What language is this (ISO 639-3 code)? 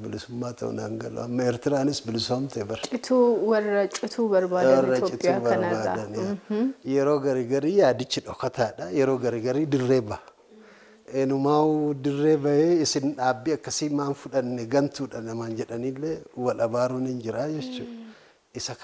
orm